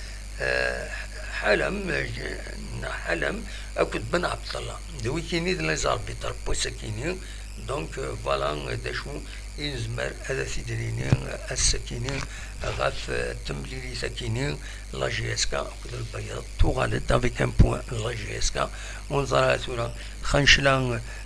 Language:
Kabyle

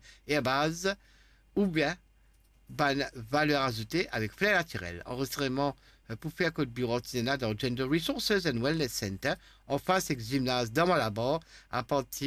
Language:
Morisyen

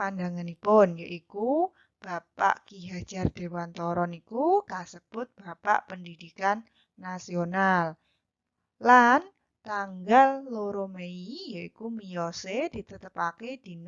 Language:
Javanese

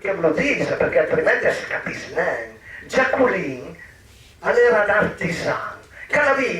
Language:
Piedmontese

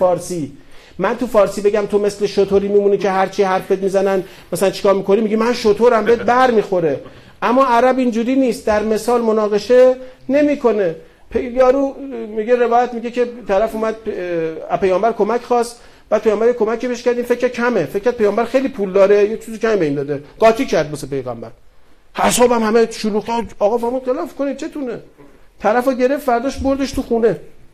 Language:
Persian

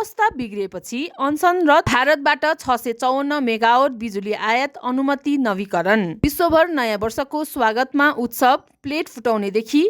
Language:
Nepali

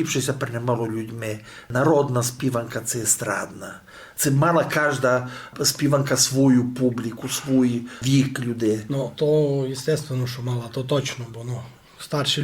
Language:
Rusyn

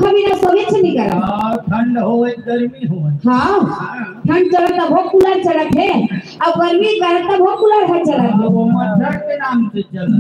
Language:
Chhattisgarhi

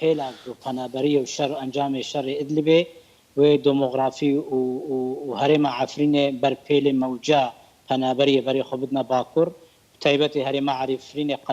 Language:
Kurdish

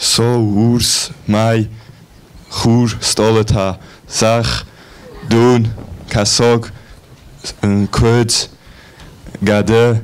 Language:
Ossetic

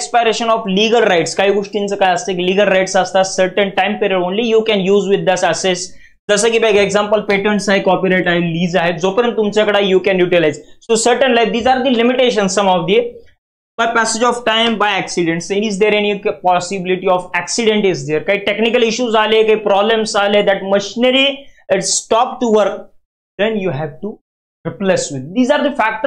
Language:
Marathi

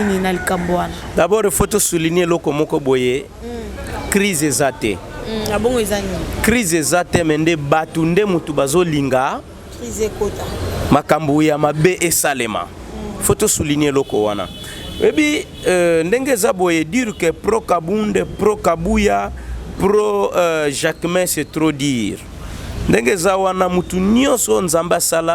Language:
Lingala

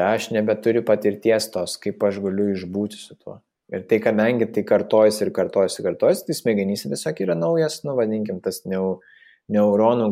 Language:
Lithuanian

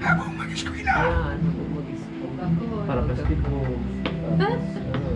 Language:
Bikol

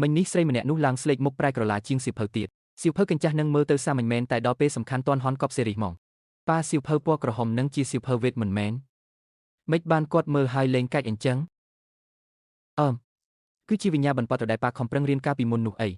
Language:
Khmer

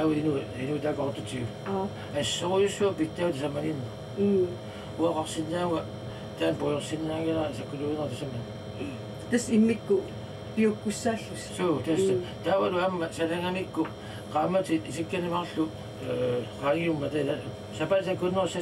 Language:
Kalaallisut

